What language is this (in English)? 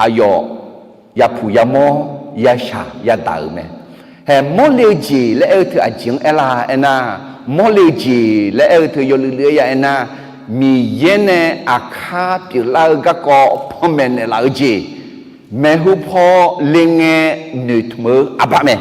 Akha